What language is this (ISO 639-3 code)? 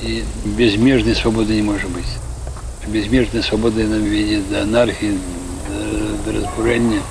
bel